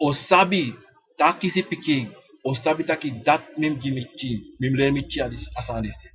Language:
Sranan Tongo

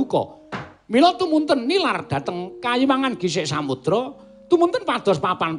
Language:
Javanese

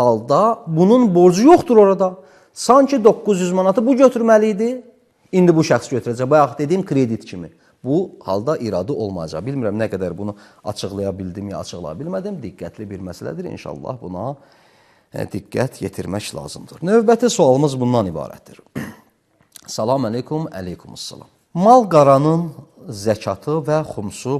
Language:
Azerbaijani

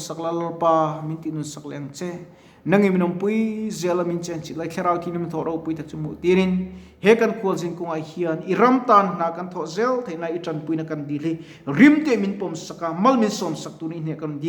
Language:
Mizo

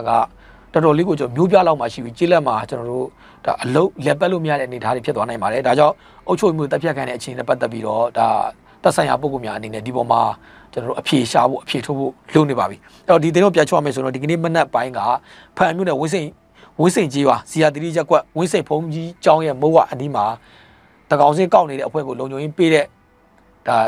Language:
Burmese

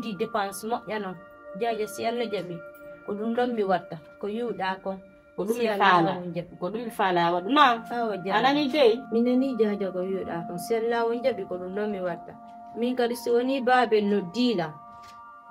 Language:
Fula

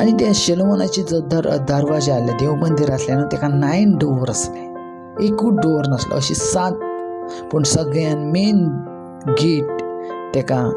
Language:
Konkani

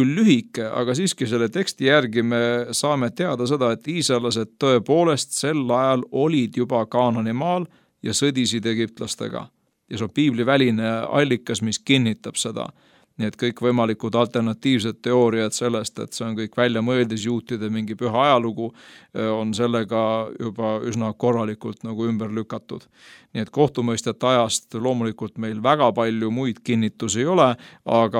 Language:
Estonian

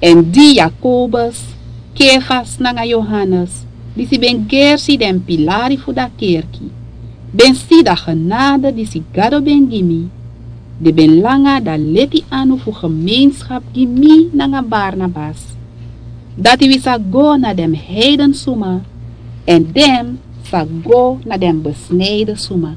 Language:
Sranan Tongo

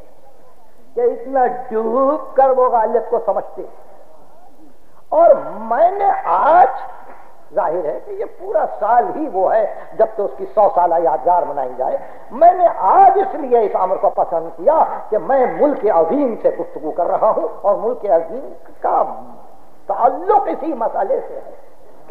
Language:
Urdu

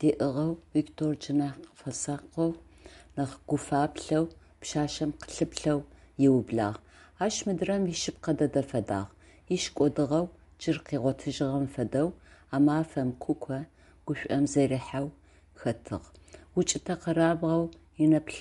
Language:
Adyghe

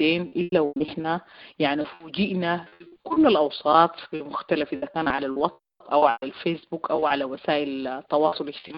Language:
Sudanese Arabic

